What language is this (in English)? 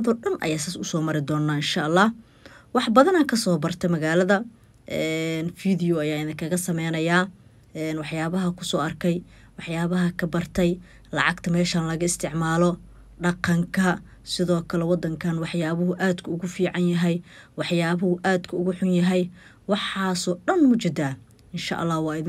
Somali